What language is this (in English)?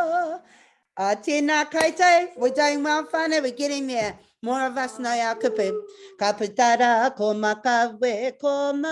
Māori